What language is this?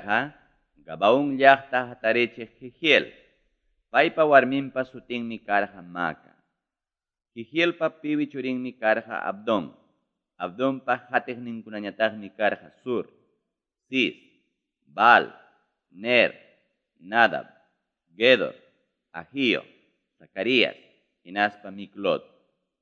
Ayacucho Quechua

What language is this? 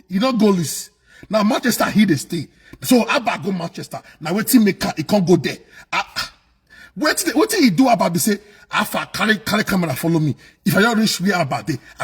Nigerian Pidgin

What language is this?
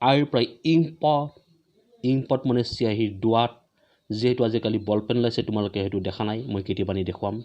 Assamese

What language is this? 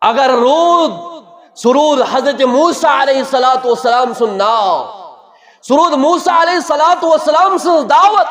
Kashmiri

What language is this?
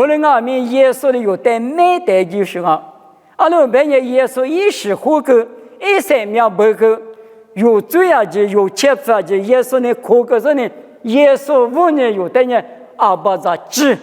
Lisu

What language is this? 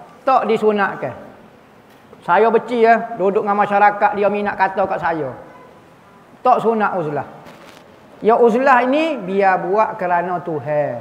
Malay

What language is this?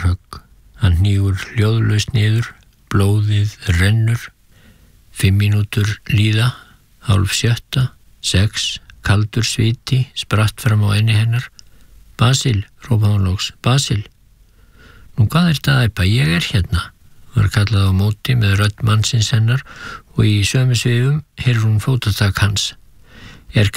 Icelandic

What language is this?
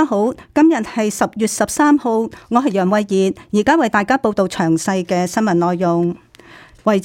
Cantonese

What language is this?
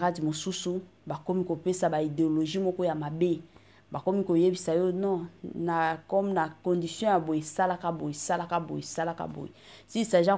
Lingala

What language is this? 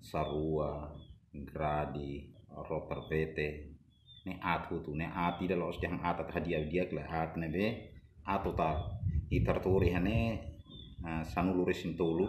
Tetum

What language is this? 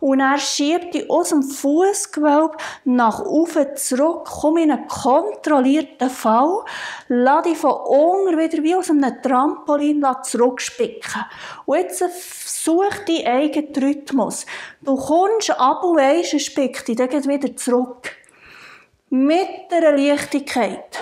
Swiss German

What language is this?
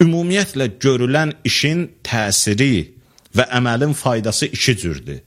Azerbaijani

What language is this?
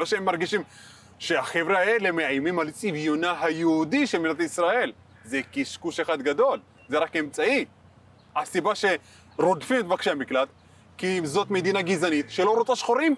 Hebrew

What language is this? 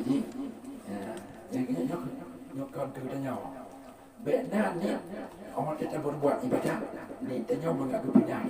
Achinese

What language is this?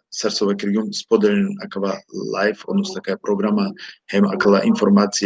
Balkan Romani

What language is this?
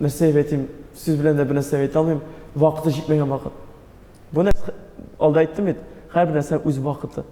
Tatar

